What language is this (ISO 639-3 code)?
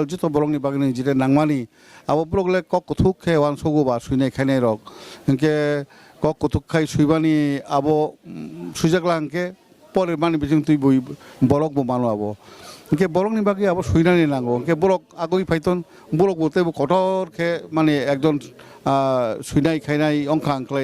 trp